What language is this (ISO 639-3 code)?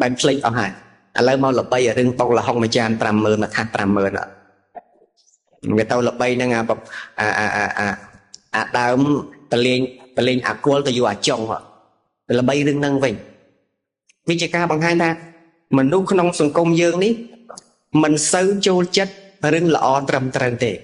khm